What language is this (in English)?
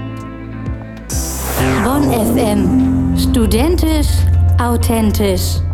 German